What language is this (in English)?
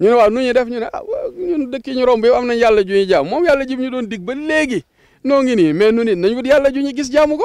Wolof